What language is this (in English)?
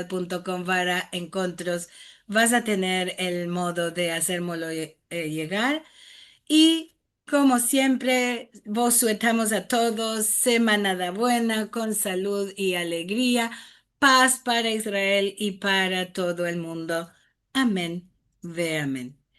Ladino